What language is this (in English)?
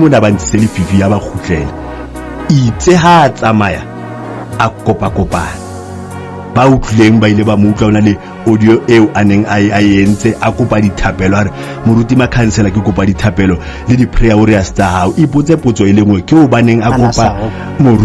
Southern Sotho